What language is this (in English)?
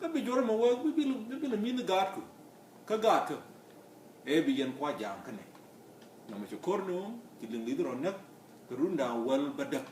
Nuer